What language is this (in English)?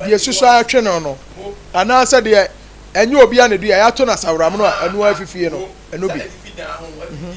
Akan